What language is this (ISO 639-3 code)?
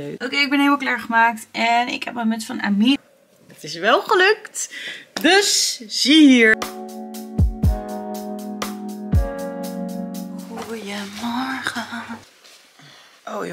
nld